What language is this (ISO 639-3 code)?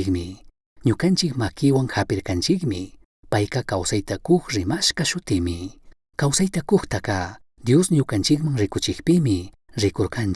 qug